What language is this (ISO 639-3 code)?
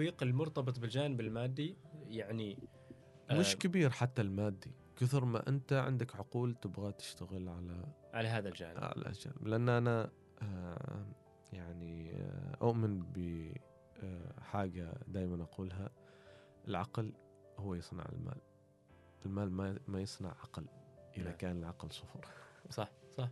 afb